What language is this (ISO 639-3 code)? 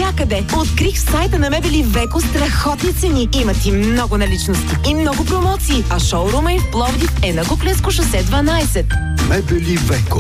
bul